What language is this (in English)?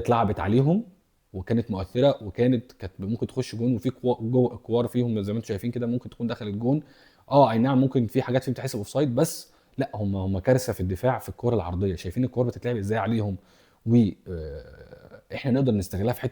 Egyptian Arabic